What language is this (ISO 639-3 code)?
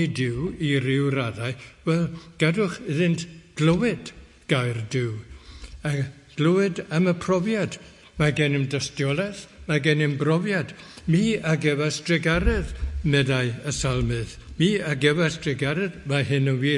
cym